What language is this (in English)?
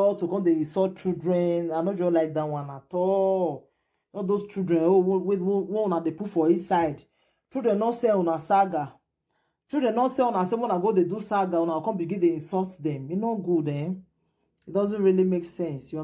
Nigerian Pidgin